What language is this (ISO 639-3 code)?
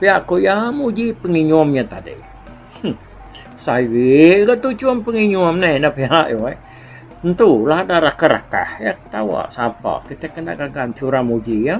iba